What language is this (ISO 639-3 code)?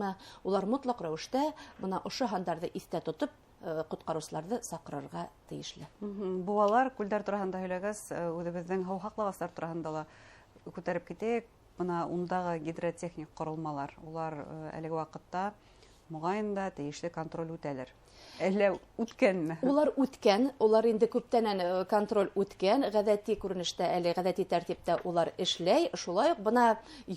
bak